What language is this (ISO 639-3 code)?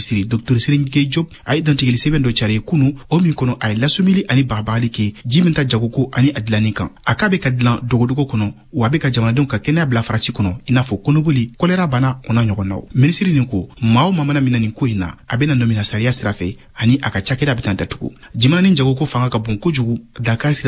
bam